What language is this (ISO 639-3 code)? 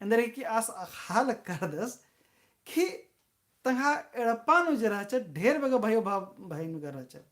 kru